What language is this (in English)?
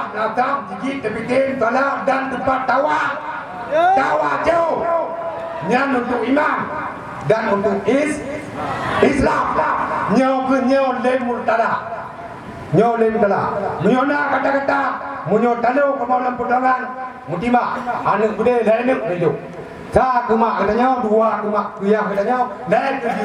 Achinese